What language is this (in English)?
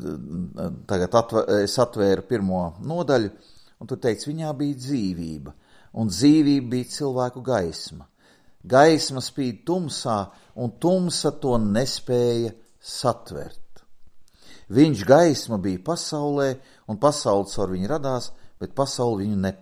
Latvian